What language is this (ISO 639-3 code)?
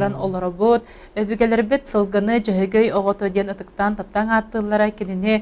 sah